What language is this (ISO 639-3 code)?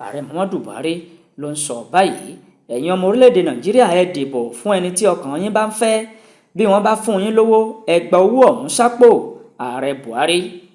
yor